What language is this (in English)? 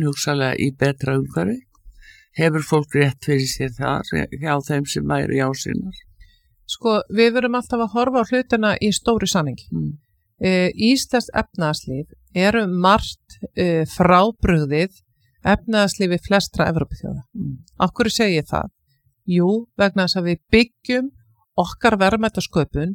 Icelandic